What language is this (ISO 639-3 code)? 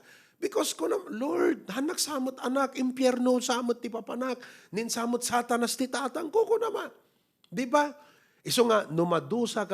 ilo